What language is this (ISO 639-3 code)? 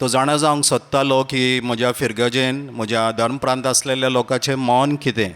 kok